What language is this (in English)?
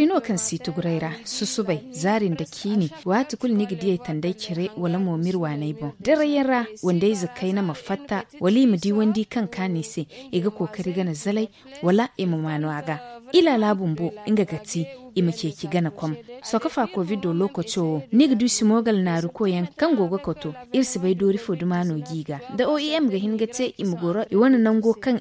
Zarma